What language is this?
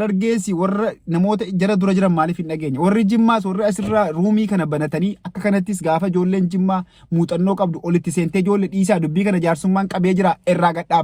Oromo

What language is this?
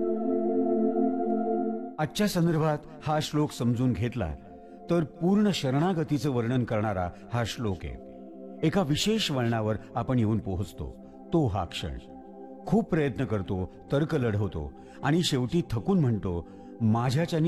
Marathi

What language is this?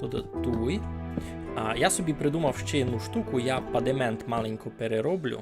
Rusyn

